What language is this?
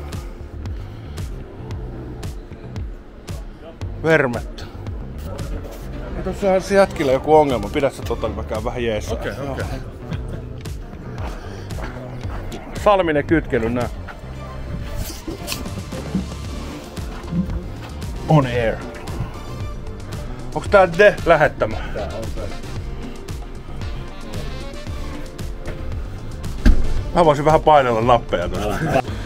Finnish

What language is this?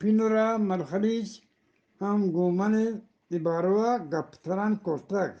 Eastern Balochi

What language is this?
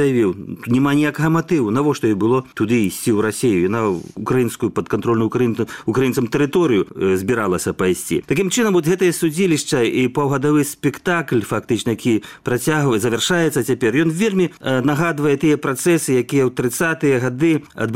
Belarusian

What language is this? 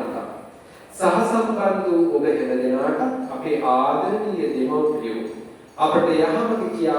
Sinhala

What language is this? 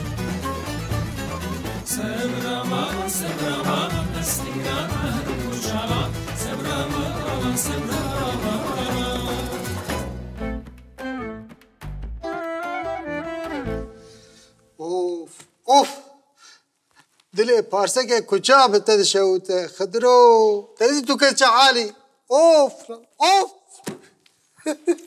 Kurdish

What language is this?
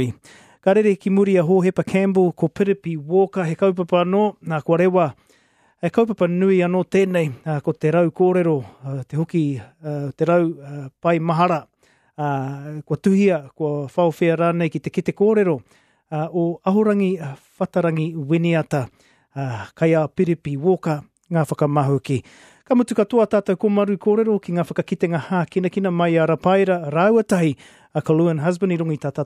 Māori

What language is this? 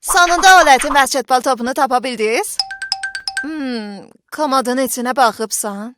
South Azerbaijani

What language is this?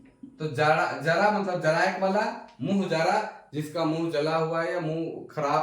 Sadri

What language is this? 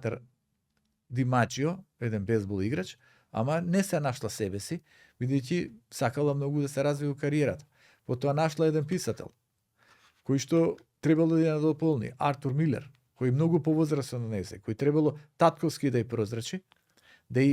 Macedonian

